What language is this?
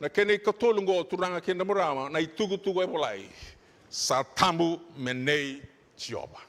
Fijian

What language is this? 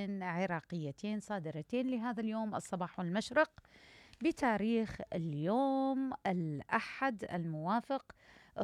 Mesopotamian Arabic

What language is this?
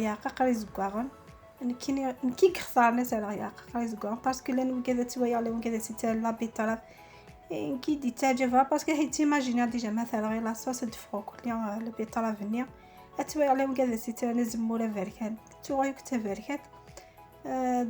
Kabyle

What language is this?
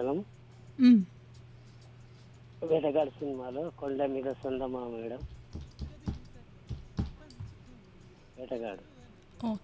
Telugu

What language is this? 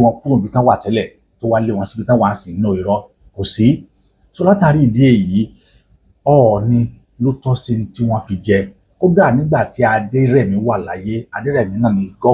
Yoruba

